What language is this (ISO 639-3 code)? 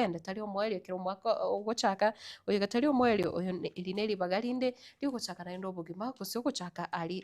guz